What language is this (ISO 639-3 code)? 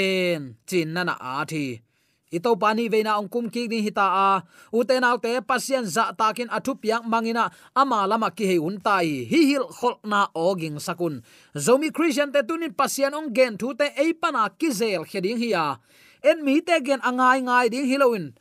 ctd